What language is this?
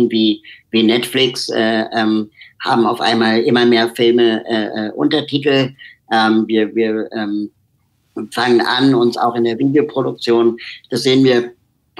German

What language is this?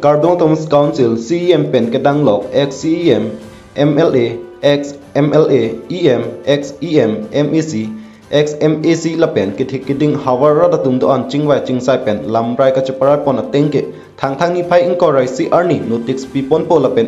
Karbi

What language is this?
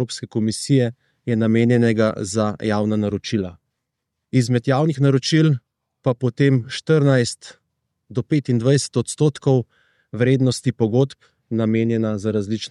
Slovenian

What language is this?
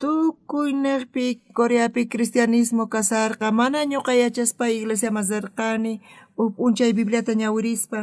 South Bolivian Quechua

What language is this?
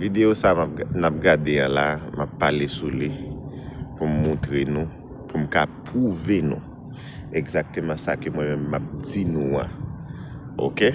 Haitian Creole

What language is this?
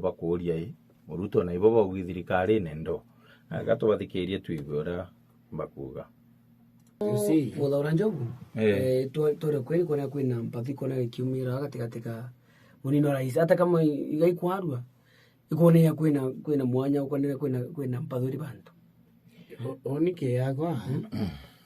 Meru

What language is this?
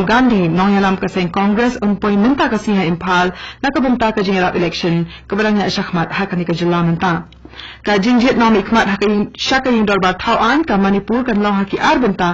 Khasi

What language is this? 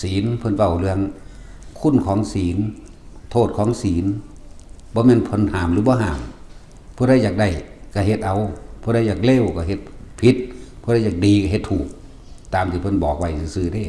Northeastern Thai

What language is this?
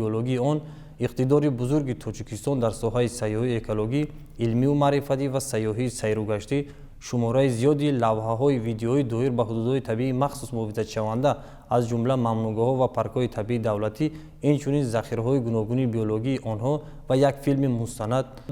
Tajik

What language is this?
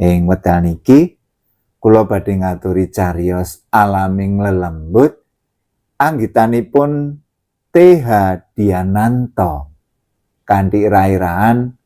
Javanese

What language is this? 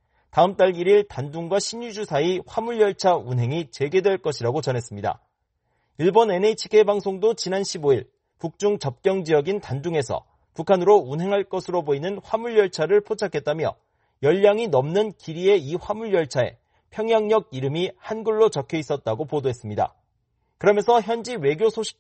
Korean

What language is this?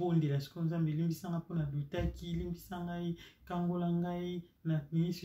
Lingala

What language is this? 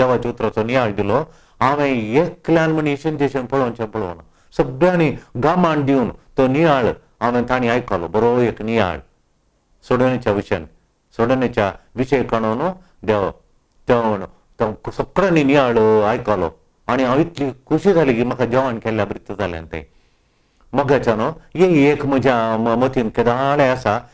Konkani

